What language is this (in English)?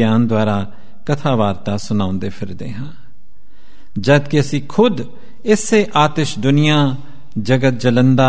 Punjabi